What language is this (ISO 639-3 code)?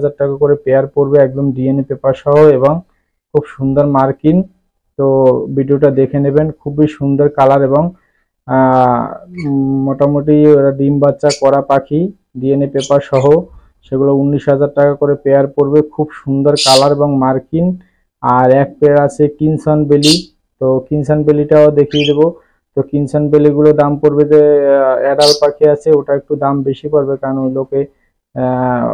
ben